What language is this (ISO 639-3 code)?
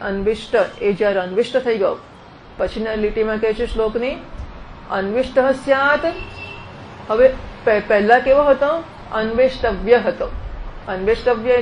guj